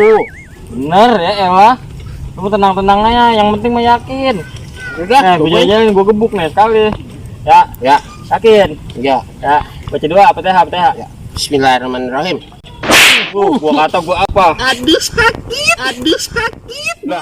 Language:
Betawi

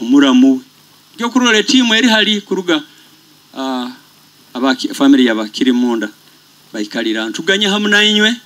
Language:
Nyoro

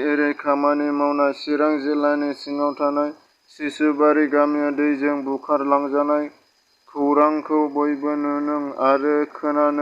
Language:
Bodo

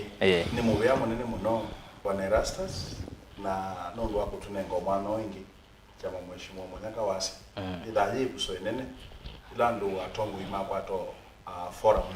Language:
Kamba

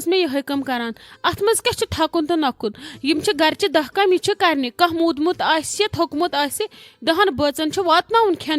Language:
Kashmiri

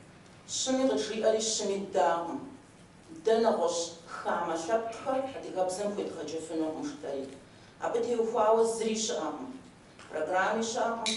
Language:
Kabardian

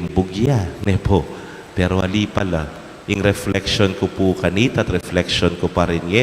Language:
Pampanga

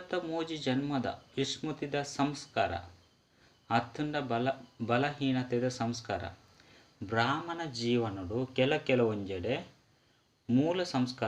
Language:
Tulu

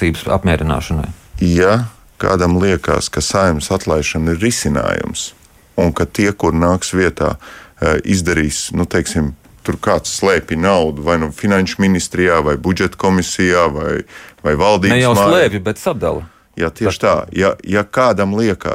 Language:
Latvian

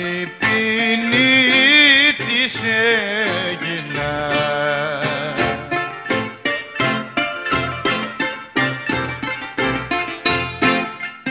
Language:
Greek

